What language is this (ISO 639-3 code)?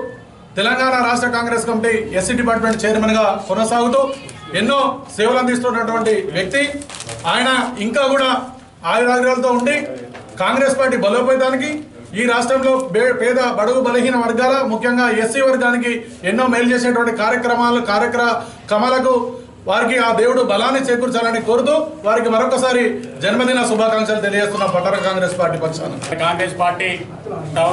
tel